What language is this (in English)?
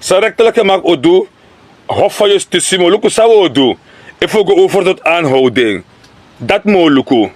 Sranan Tongo